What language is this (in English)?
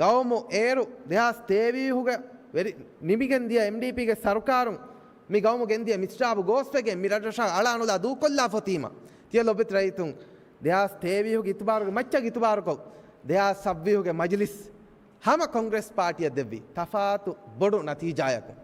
Divehi